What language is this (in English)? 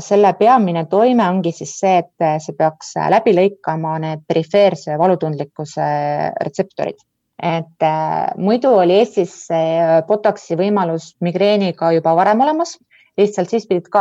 Estonian